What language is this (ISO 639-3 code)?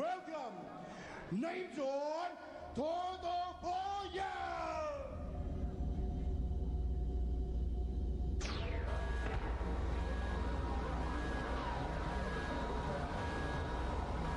tha